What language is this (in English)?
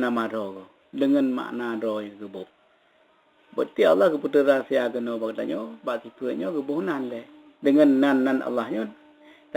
Achinese